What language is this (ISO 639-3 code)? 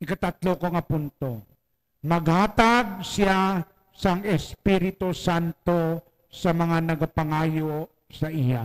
hil